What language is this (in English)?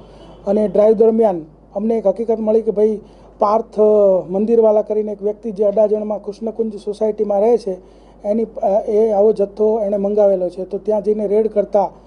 Gujarati